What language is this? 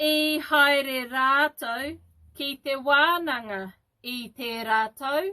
Māori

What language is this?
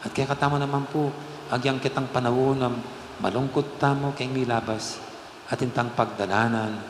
Pampanga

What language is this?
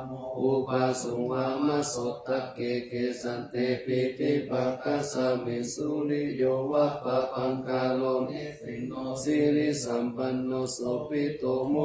Pali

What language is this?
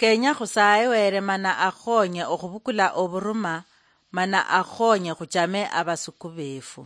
Luyia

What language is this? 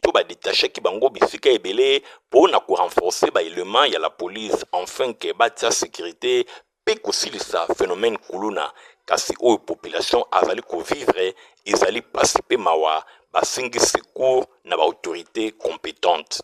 Lingala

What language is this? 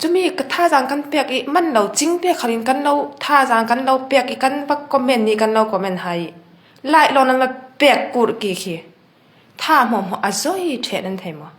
Falam Chin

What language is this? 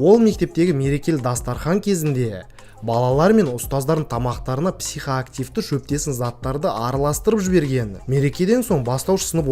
Kazakh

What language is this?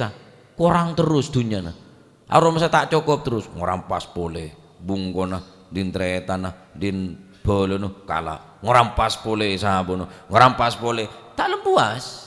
Madurese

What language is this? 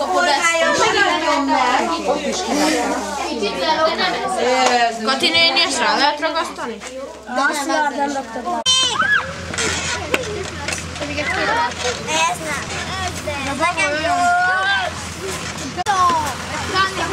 Hungarian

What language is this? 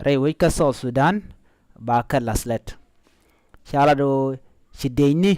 Nuer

